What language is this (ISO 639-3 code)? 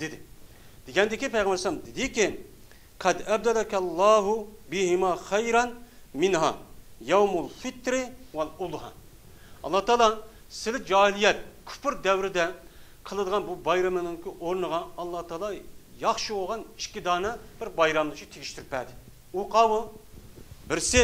uig